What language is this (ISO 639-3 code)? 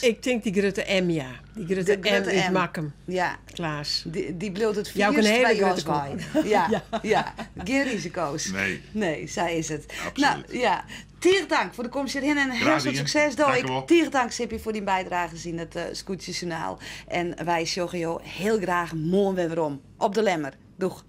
fry